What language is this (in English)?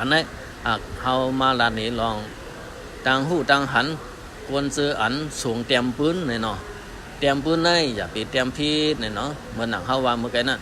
Shan